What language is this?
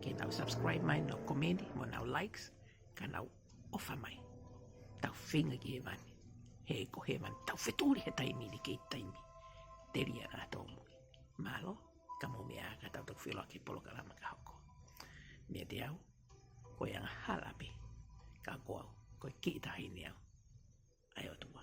Tongan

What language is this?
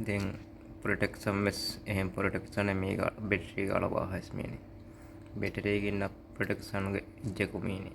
Divehi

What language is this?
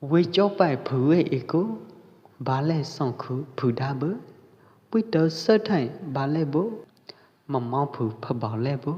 Pwo Eastern Karen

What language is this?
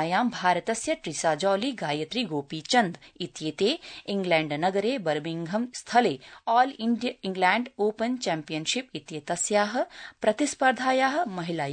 Sanskrit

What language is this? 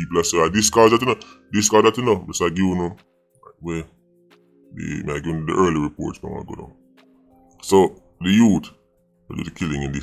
Jamaican Creole English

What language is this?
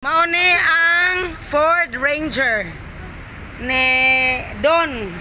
Cebuano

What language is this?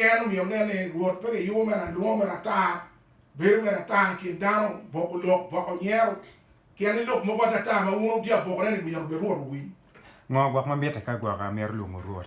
Acoli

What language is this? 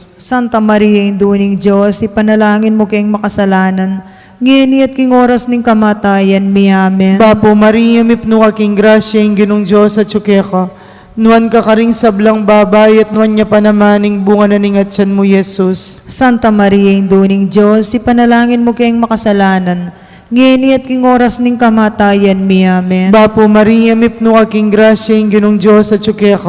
Pampanga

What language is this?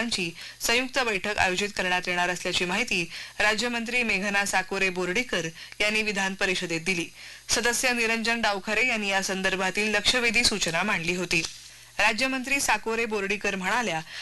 Marathi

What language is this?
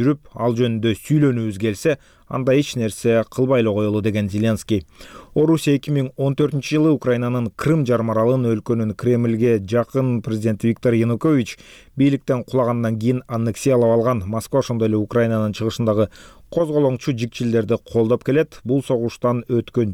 Kyrgyz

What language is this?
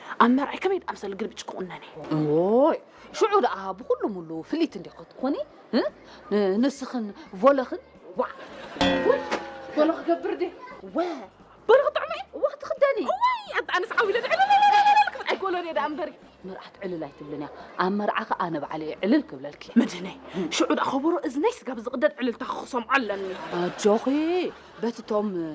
Tigrinya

